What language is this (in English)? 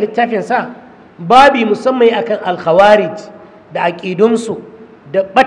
Hausa